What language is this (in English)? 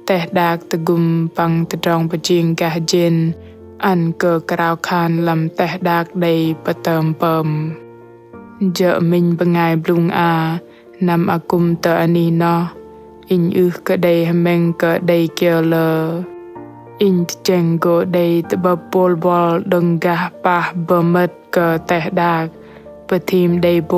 Bahnar